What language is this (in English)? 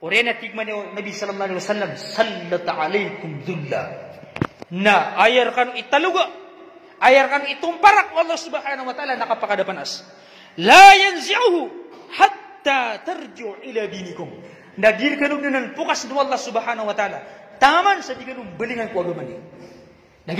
Maranao